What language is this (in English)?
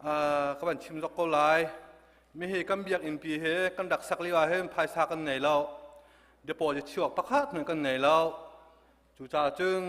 Hakha Chin